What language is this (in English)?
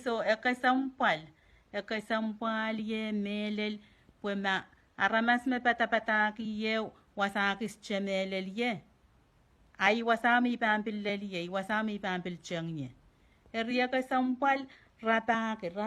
Pohnpeian